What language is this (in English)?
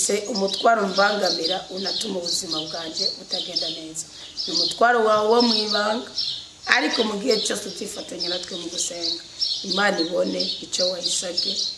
Rundi